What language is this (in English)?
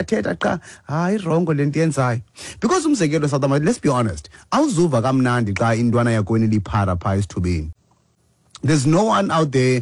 Xhosa